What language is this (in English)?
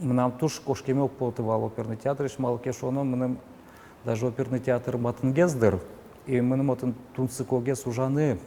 Udmurt